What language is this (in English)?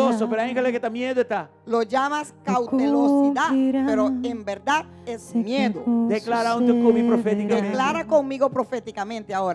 Papiamento